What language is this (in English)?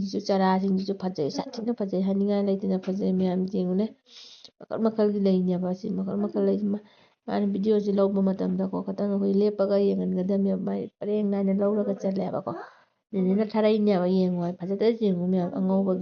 Manipuri